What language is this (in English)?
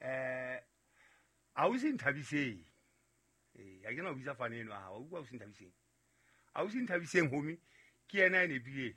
Southern Sotho